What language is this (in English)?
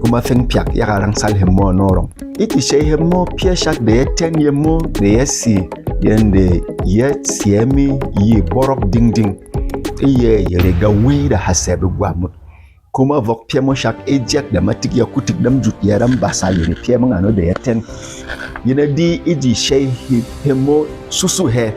Berom